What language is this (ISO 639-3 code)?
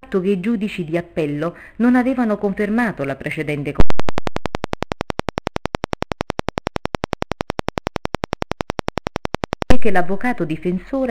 ita